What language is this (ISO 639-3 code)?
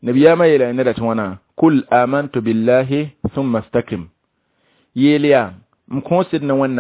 mos